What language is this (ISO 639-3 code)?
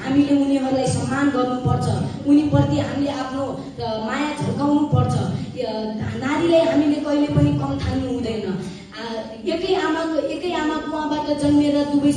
nep